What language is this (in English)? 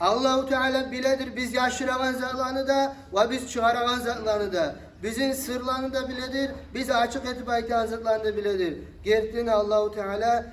Kumyk